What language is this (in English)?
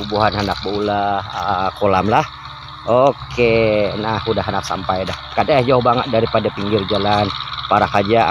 Banjar